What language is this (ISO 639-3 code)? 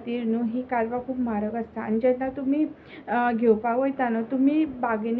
kok